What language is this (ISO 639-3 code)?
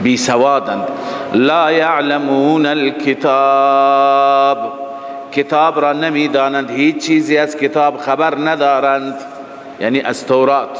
fas